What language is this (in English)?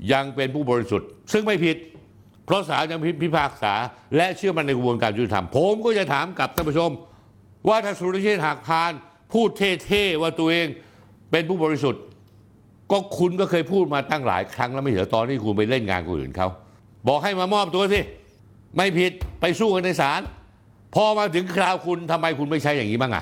Thai